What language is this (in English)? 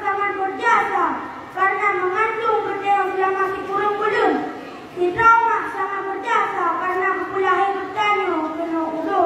Achinese